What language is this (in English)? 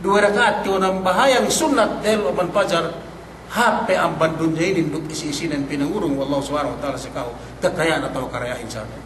Yakan